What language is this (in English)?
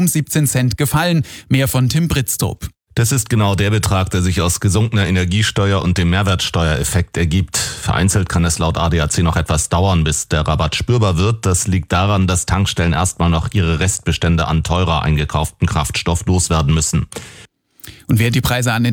German